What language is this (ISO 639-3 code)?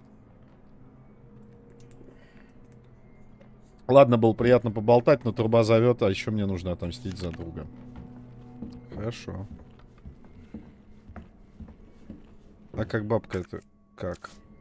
rus